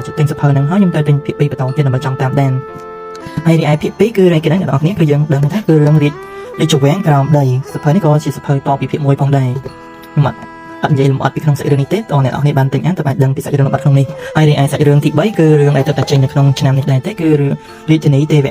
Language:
Khmer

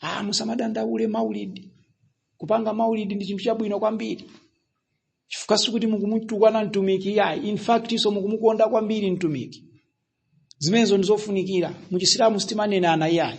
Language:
Nyanja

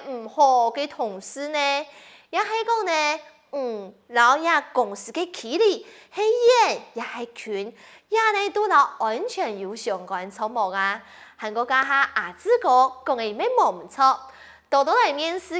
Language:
Hakka Chinese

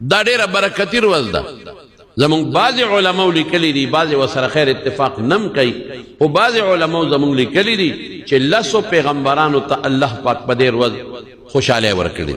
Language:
Pashto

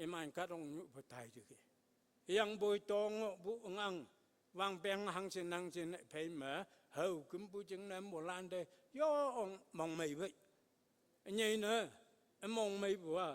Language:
Konyak Naga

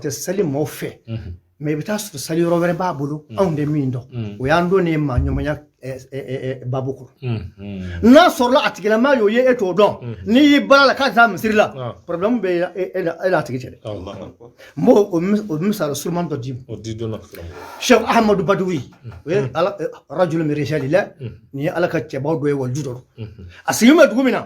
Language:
Bambara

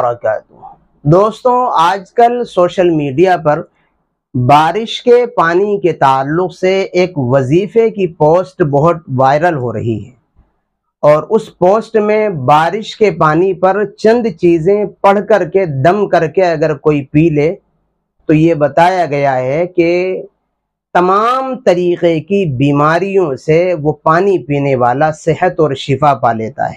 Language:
Urdu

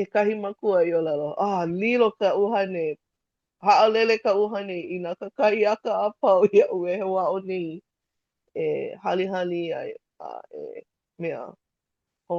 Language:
Hawaiian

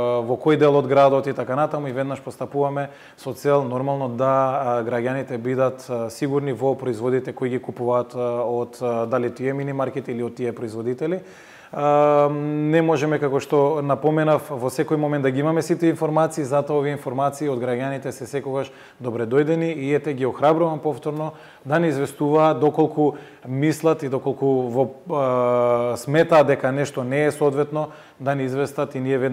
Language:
Macedonian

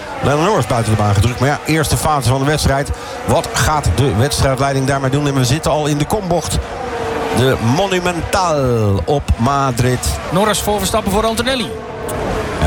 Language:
Dutch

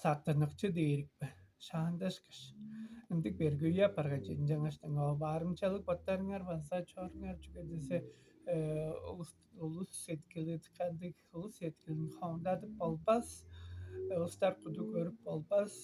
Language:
Tuvinian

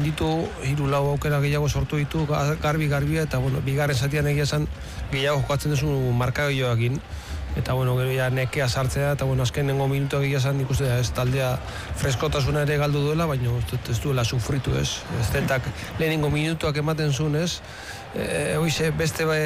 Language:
Basque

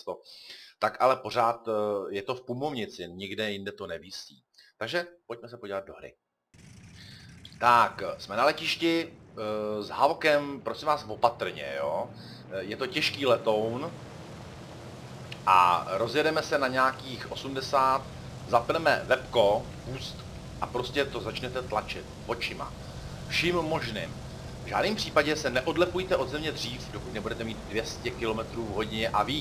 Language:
Czech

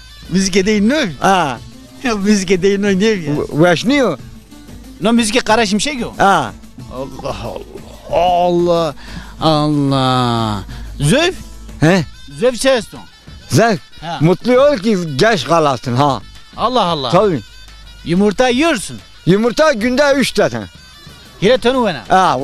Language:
Zaza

